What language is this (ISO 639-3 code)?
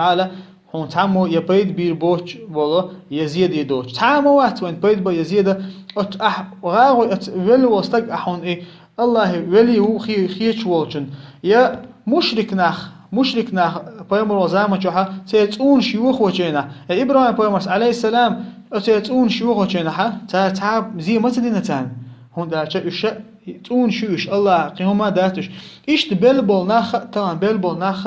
che